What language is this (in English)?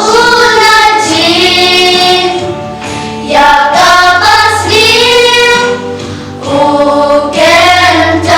Khasi